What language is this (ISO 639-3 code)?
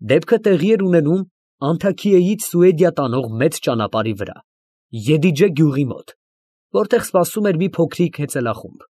hye